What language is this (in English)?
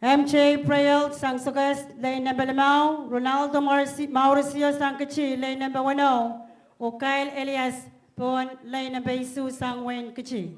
Pohnpeian